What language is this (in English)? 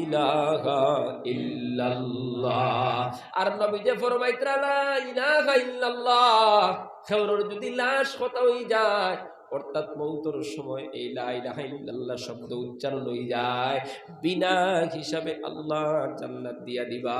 Sylheti